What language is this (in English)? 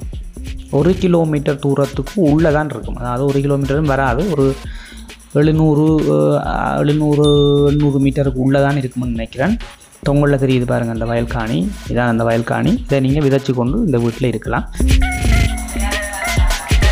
Tamil